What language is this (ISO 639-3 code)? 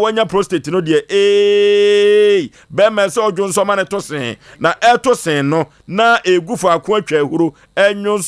aka